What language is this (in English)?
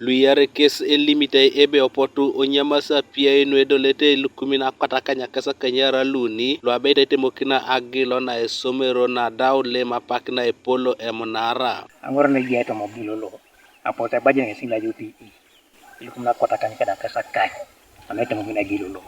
Teso